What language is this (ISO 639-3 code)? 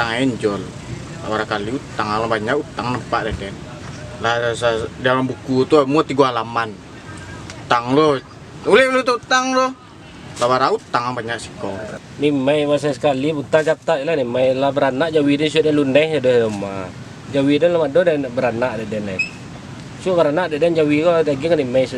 min